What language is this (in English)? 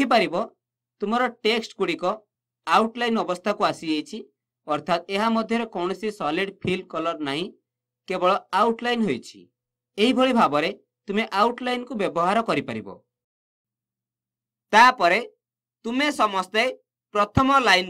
Odia